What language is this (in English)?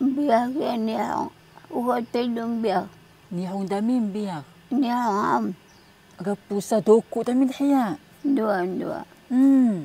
Taroko